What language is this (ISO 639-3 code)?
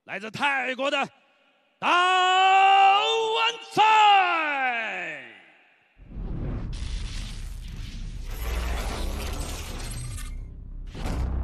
zho